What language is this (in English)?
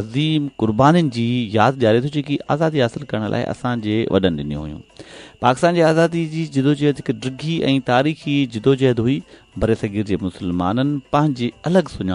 Sindhi